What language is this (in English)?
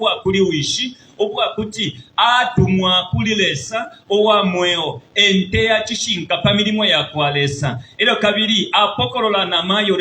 Bemba